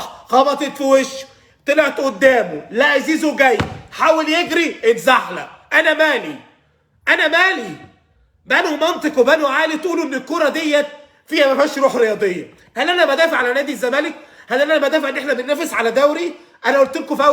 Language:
Egyptian Arabic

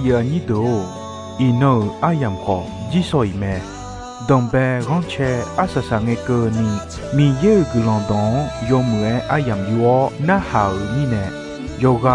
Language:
Akha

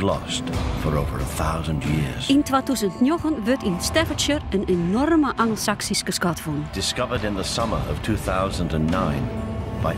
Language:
Western Frisian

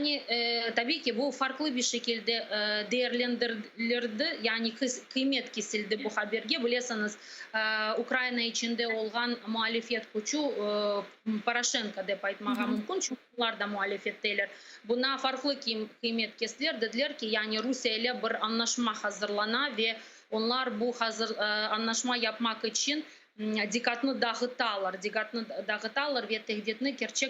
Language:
Crimean Tatar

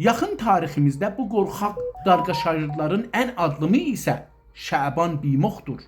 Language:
South Azerbaijani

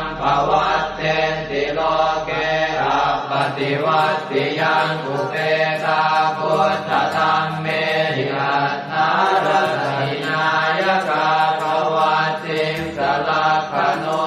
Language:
Pali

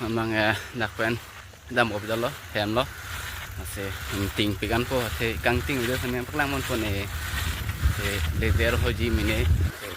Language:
Karbi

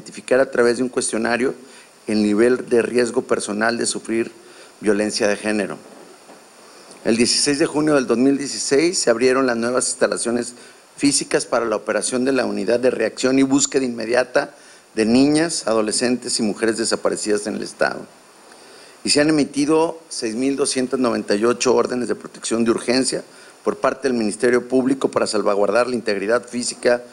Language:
Spanish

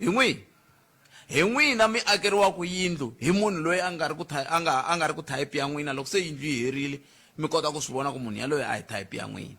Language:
Tsonga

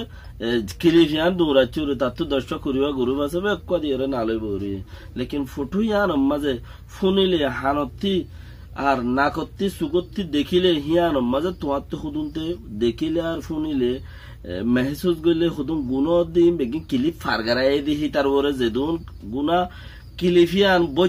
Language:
Rohingya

